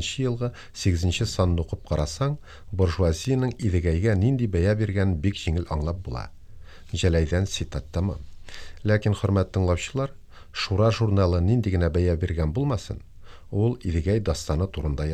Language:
Tatar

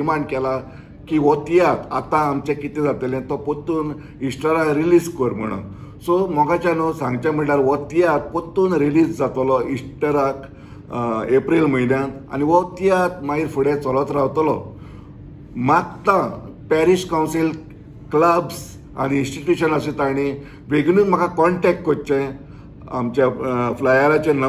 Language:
Konkani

